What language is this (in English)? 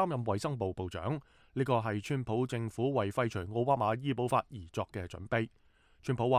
Cantonese